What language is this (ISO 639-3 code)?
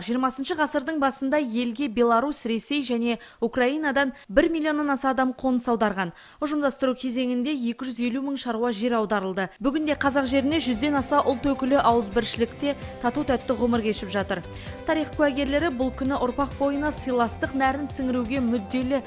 kaz